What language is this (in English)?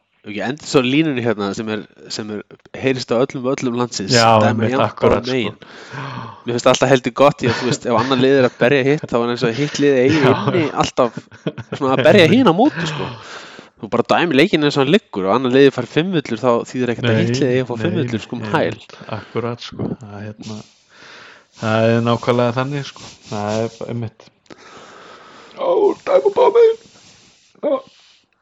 Icelandic